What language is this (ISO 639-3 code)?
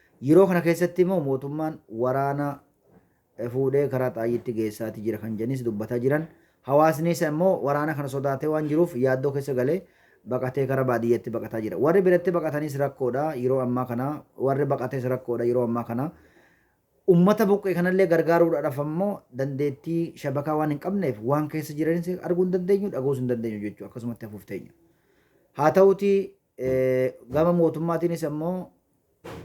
orm